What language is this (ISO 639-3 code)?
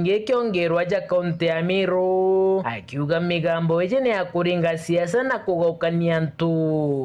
mer